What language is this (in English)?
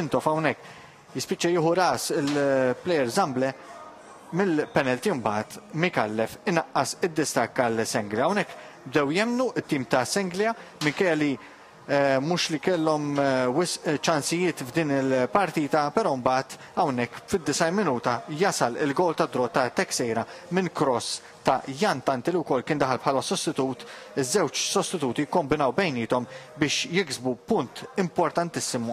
Maltese